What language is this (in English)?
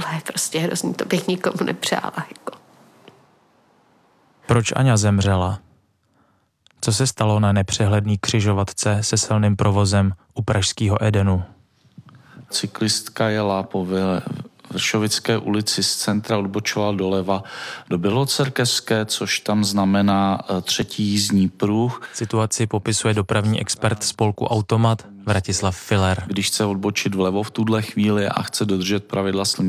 Czech